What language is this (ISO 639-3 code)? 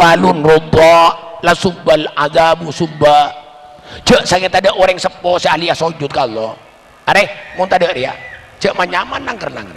mad